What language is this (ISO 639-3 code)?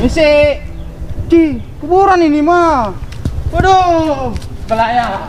bew